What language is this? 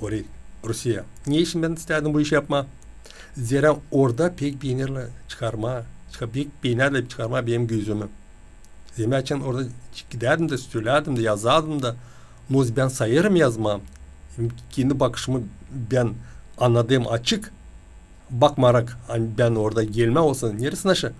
Gagauz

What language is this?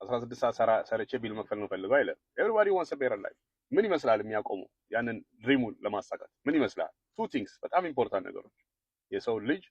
Amharic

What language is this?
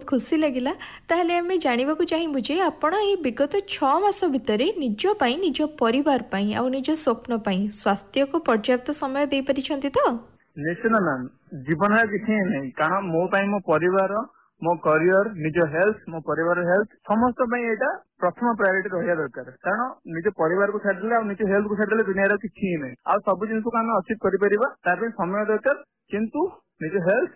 Odia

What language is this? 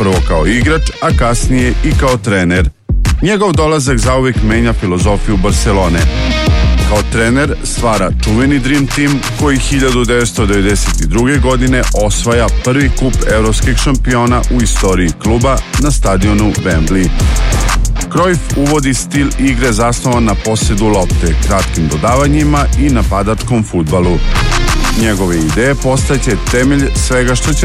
Serbian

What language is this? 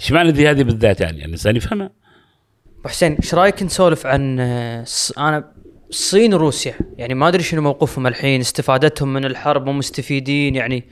Gulf Arabic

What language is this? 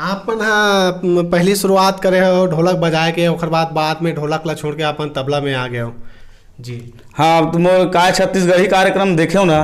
Chhattisgarhi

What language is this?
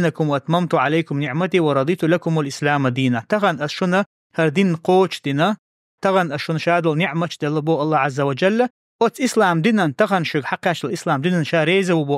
Chechen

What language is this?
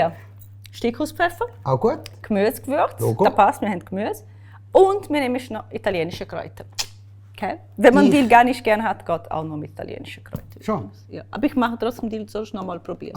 Swiss German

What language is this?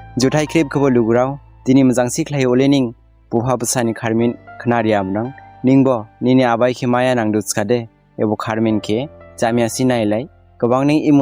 Dimasa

